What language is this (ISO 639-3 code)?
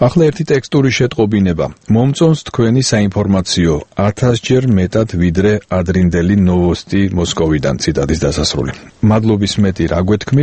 kat